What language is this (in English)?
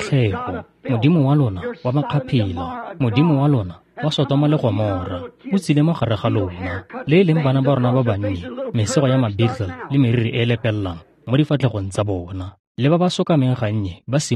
Tswana